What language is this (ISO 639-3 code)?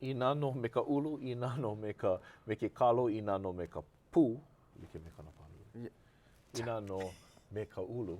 haw